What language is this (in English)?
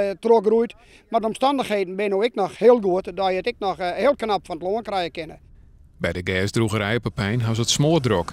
Western Frisian